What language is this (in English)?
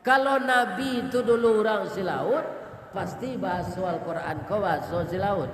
Minangkabau